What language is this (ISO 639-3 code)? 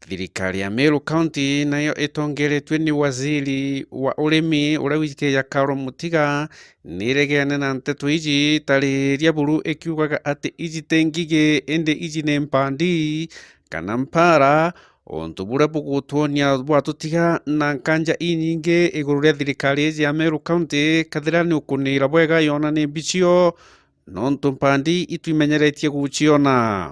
mer